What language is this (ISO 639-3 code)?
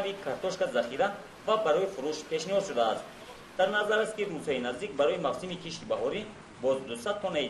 tgk